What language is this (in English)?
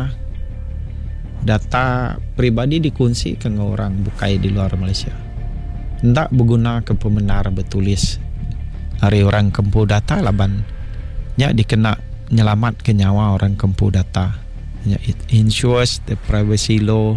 Iban